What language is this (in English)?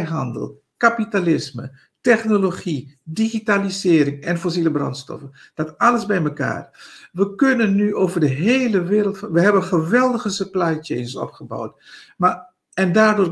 Dutch